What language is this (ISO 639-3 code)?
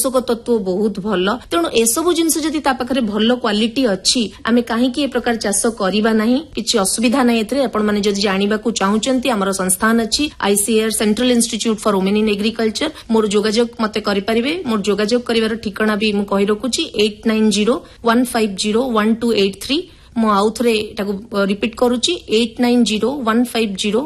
ori